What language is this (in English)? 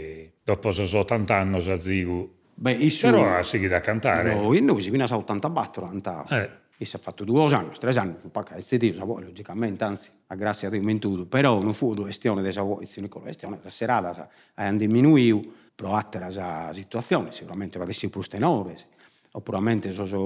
Sardinian